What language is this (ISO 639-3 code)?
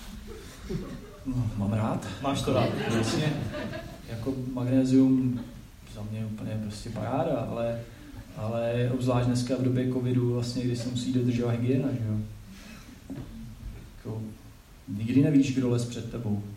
ces